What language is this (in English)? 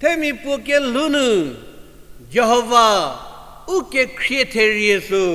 Angami Naga